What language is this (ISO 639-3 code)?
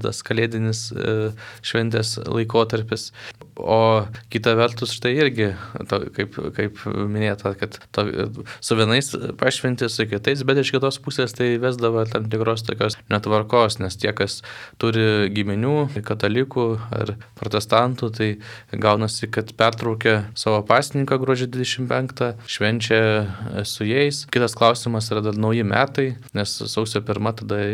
lit